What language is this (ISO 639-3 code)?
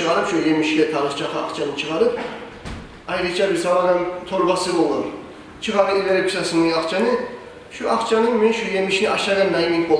kum